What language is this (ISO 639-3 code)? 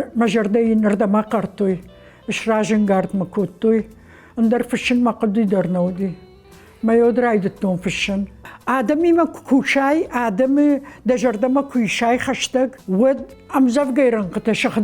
oss